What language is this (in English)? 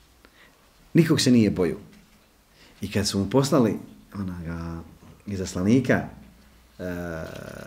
Bosnian